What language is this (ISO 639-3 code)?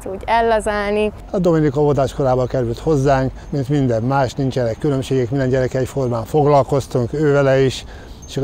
hun